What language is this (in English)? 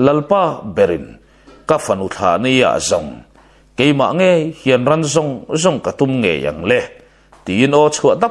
Mizo